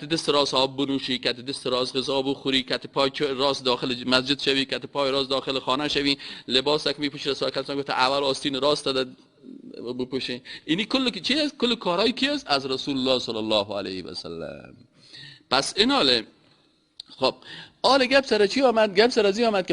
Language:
Persian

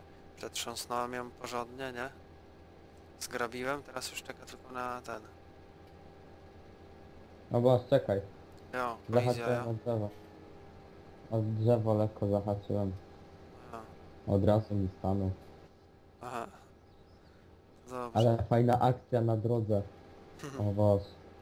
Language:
Polish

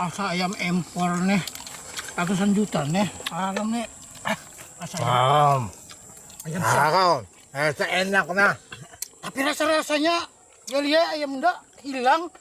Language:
Banjar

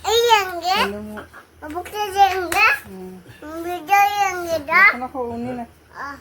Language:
Manipuri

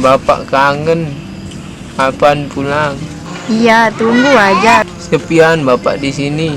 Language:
Sasak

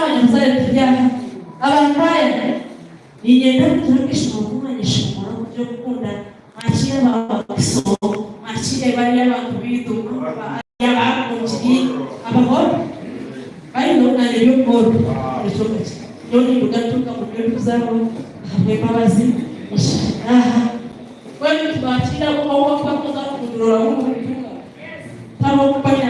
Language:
Nyankole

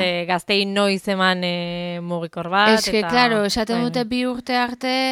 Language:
Basque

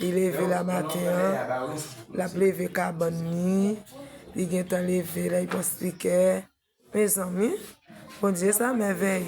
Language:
Haitian Creole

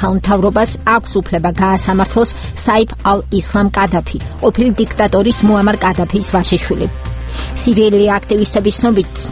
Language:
Georgian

